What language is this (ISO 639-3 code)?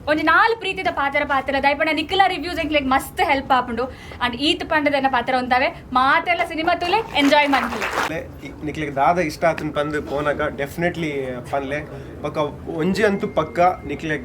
tcy